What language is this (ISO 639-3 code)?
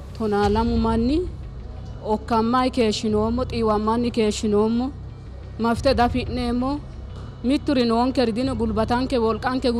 sid